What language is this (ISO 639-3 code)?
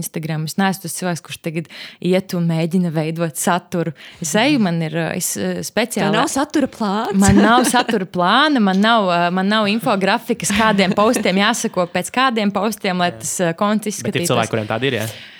lav